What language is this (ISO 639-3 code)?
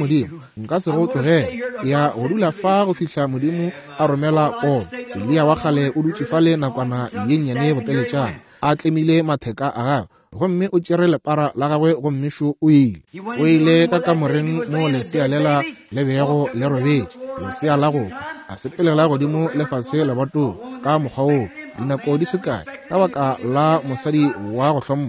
nso